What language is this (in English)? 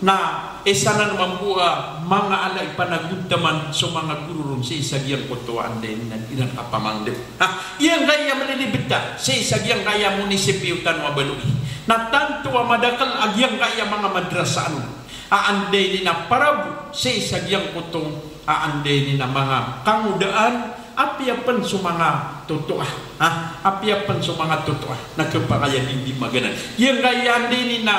Maranao